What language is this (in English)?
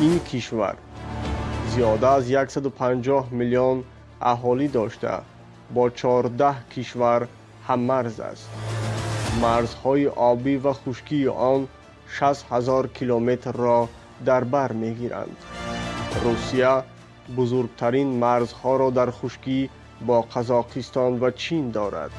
Tajik